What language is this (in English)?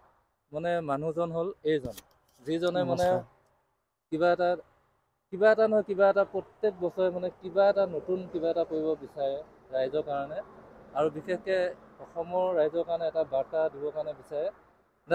Assamese